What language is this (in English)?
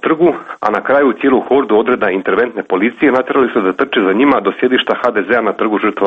Croatian